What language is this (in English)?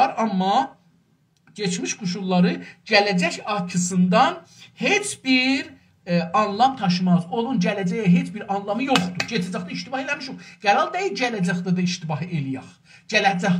South Azerbaijani